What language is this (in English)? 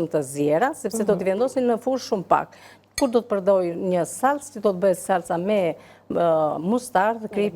Albanian